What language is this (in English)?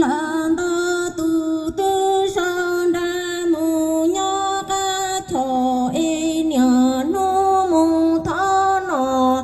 Hmong